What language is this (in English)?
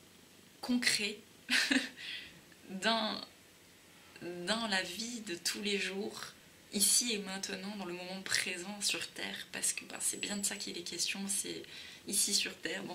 French